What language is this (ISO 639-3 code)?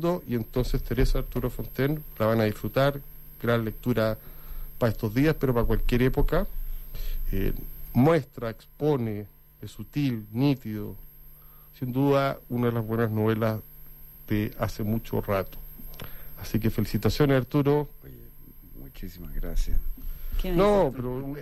spa